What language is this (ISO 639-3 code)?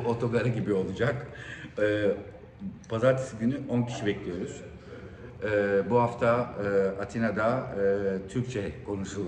tur